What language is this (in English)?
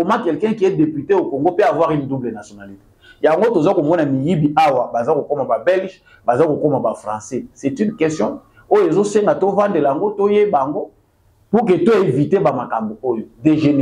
Lingala